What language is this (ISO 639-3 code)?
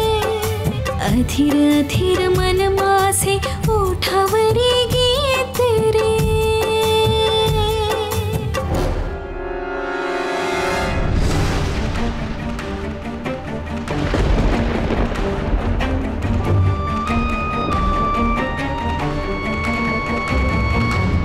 mar